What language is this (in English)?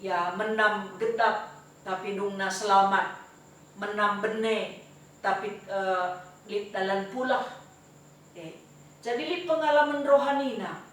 Batak Karo